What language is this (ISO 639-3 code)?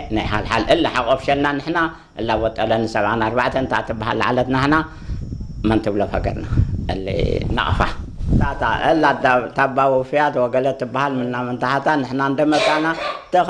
tir